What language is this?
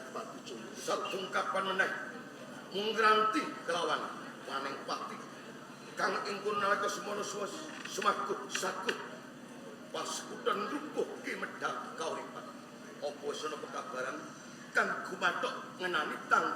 Javanese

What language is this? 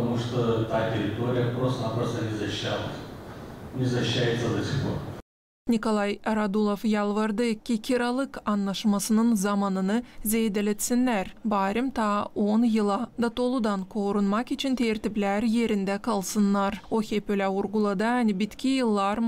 Gagauz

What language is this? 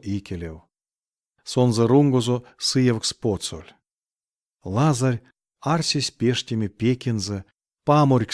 Erzya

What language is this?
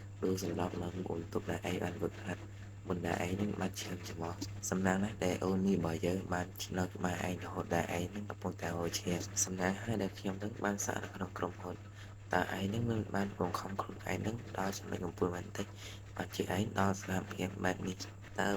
Khmer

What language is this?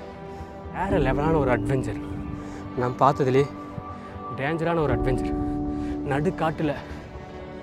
Tamil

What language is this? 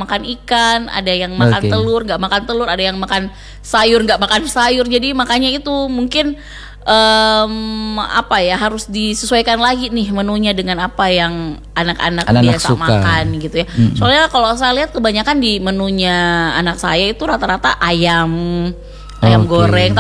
Indonesian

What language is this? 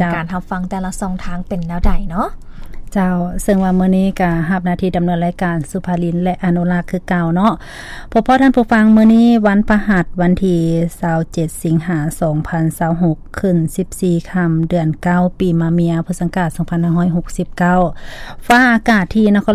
Lao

